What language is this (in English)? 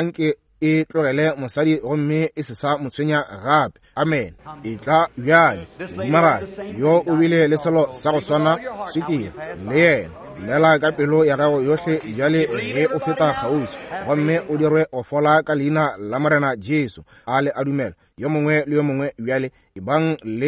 Northern Sotho